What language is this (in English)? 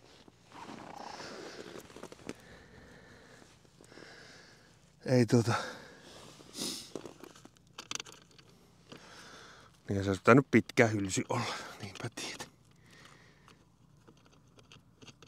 Finnish